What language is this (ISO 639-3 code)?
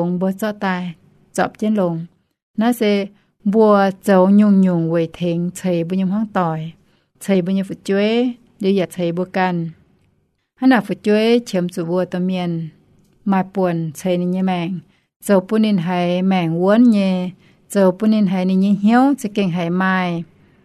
ium